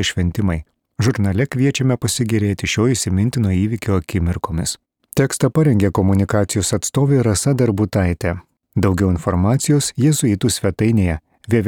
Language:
Lithuanian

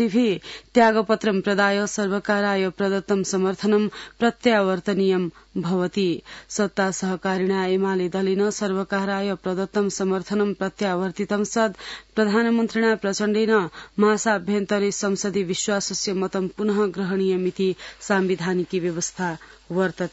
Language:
Sanskrit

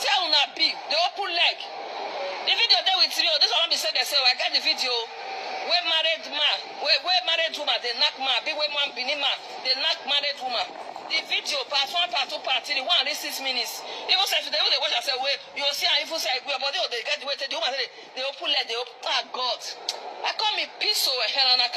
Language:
Nigerian Pidgin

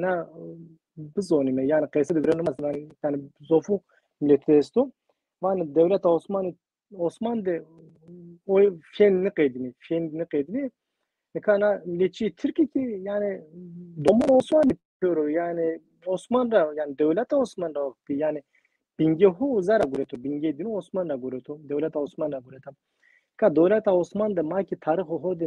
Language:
Zaza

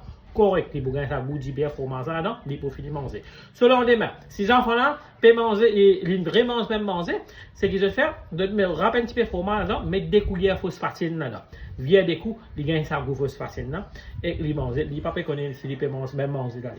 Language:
Morisyen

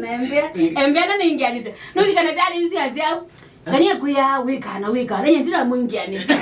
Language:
Kamba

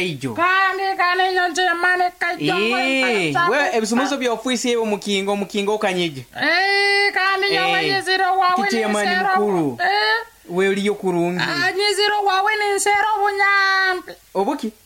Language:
Nyoro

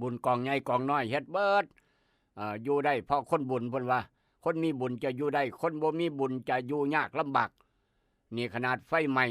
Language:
Northeastern Thai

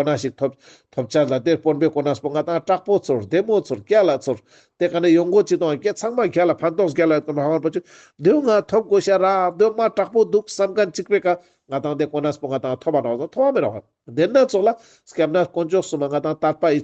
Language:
Ladakhi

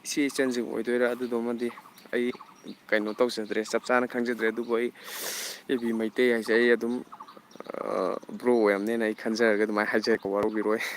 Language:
Manipuri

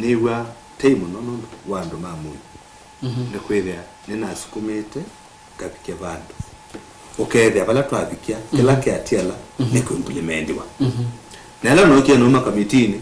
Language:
Kamba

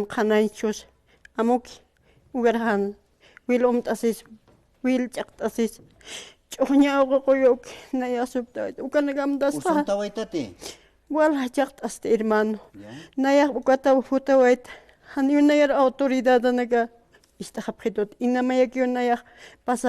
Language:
Aymara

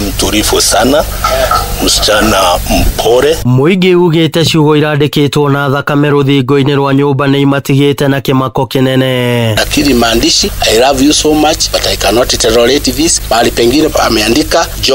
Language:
Kikuyu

